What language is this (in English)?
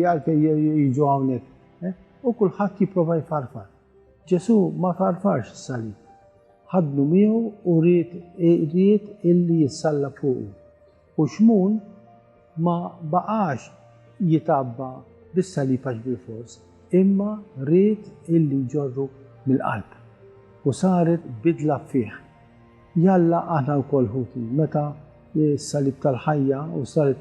Maltese